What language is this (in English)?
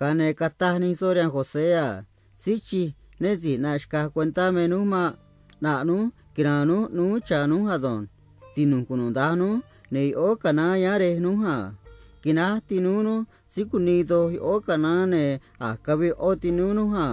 Copala Triqui